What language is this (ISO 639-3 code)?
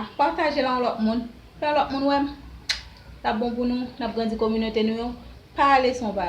hat